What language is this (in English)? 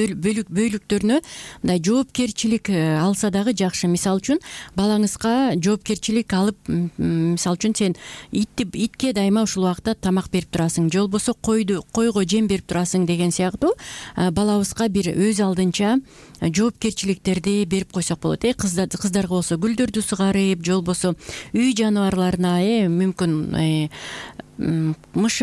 Kyrgyz